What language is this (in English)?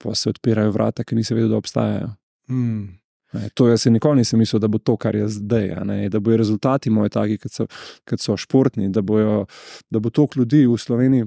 Slovenian